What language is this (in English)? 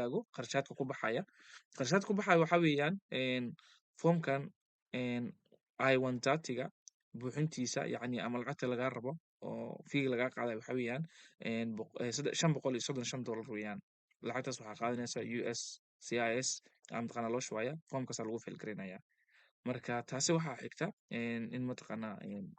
Somali